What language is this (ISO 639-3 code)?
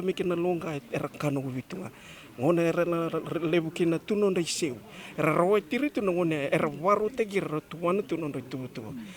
fij